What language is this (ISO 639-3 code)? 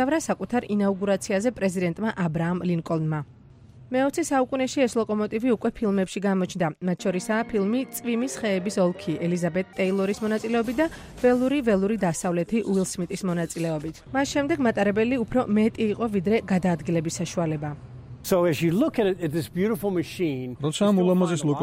kat